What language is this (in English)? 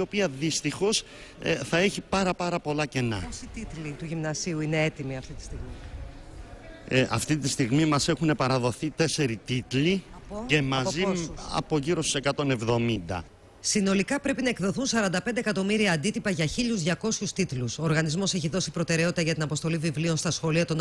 Greek